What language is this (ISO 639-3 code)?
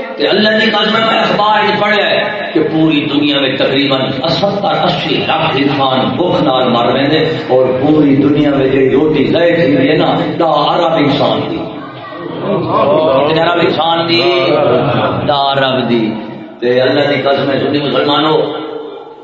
skr